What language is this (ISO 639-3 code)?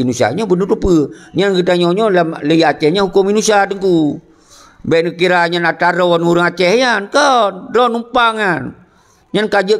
ace